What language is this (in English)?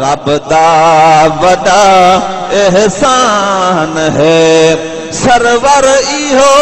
Saraiki